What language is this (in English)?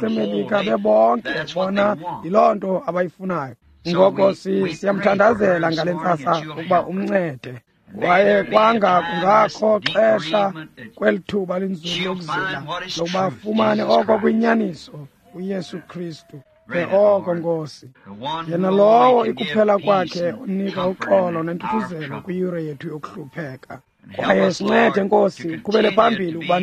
Xhosa